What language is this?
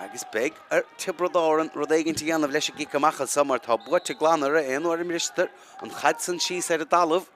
Irish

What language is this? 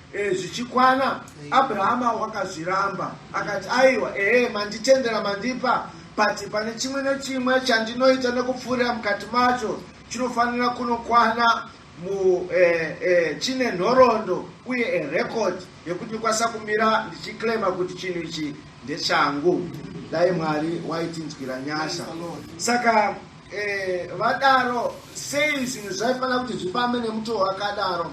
Shona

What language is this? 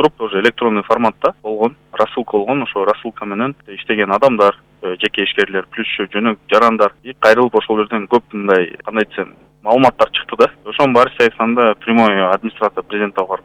Kyrgyz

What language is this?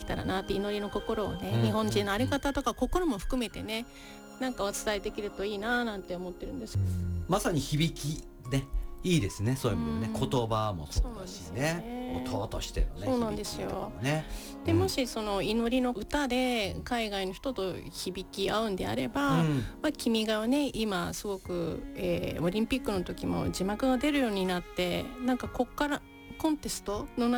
Japanese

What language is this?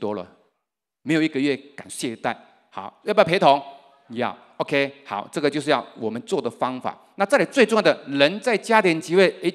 Chinese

